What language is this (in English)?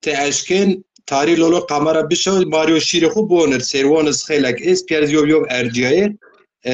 Zaza